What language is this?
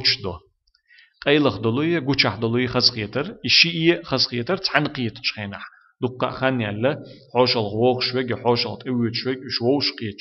Chechen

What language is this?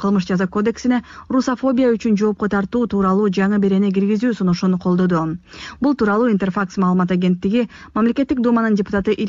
Kyrgyz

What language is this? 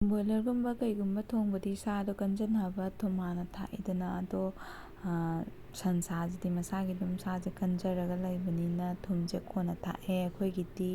Manipuri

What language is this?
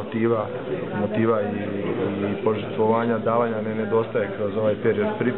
Croatian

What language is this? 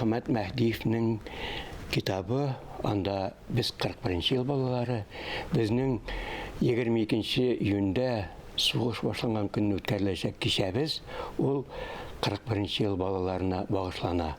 Tatar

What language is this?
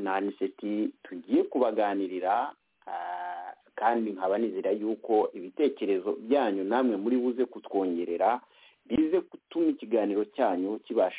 Kinyarwanda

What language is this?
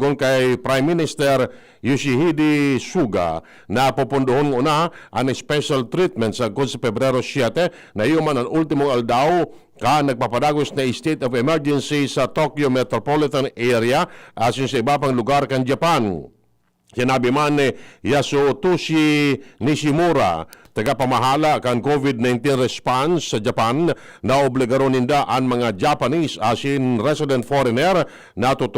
Bikol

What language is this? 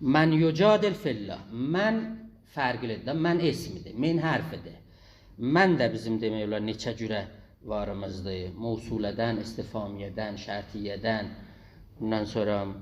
South Azerbaijani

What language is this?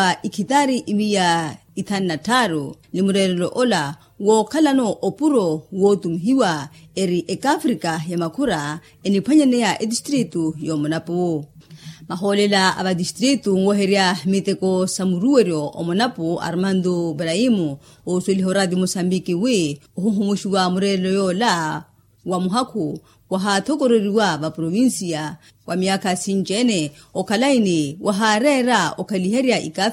Makhuwa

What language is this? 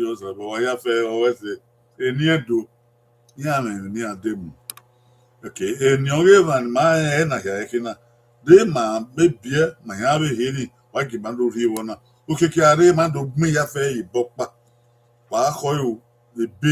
Bini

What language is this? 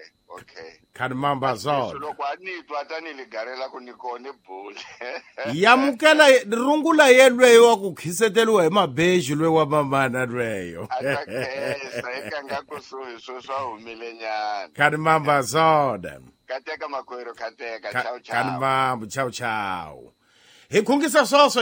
Tsonga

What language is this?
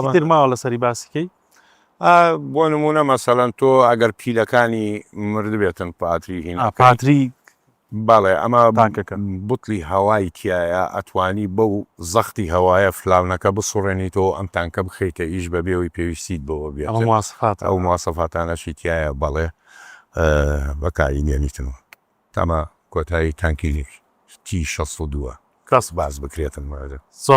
Central Kurdish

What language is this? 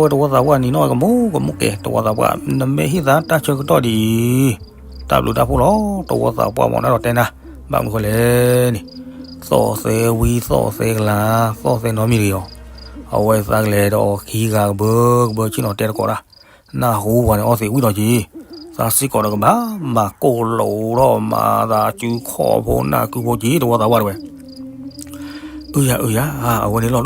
S'gaw Karen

